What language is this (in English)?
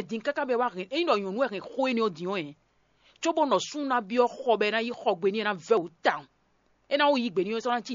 Fon